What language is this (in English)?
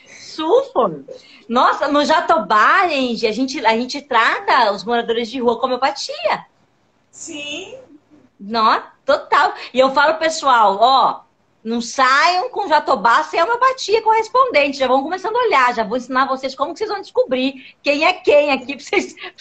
Portuguese